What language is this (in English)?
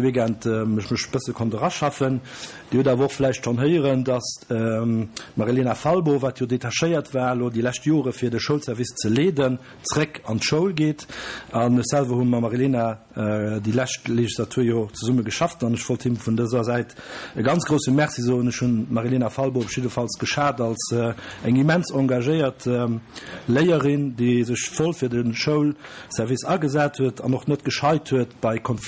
Luxembourgish